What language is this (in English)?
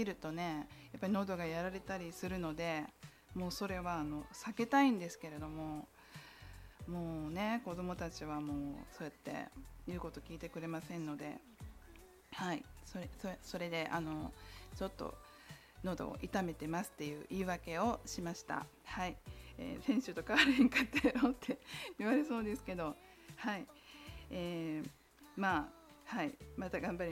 Japanese